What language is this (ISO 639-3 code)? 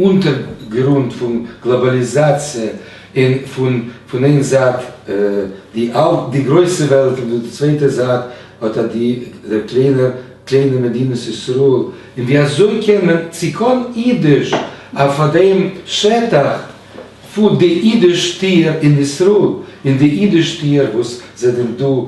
yid